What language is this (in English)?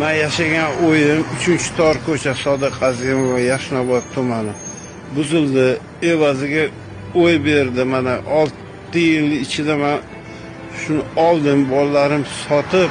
Uzbek